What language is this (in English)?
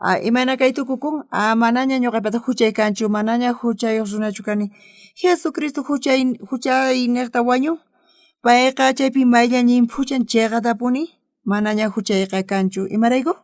South Bolivian Quechua